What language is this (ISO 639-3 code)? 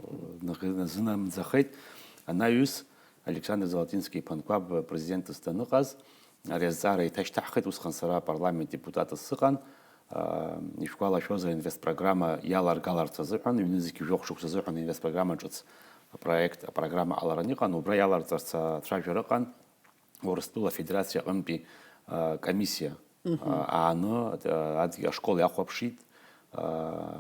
abk